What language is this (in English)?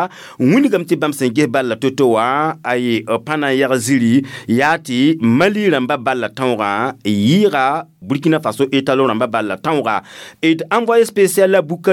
Mossi